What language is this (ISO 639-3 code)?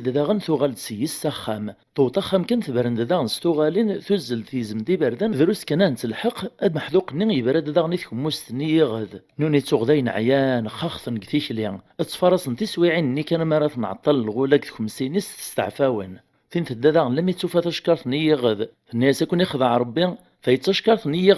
kab